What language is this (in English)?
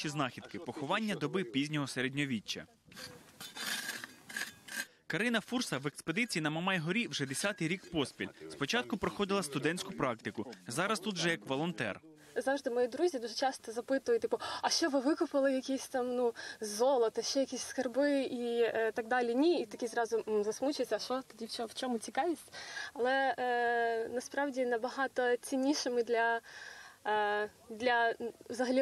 Ukrainian